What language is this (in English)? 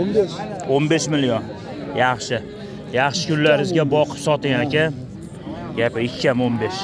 Uzbek